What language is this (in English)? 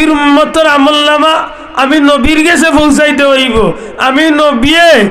Sylheti